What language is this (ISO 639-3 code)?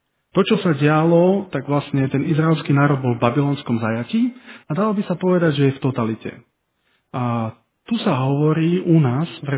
slk